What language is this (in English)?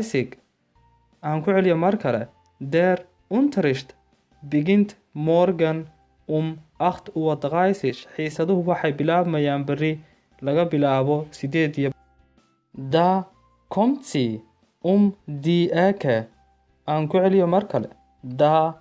Somali